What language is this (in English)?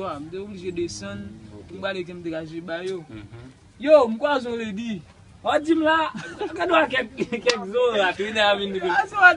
Haitian Creole